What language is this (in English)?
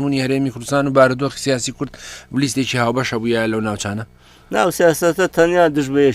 Central Kurdish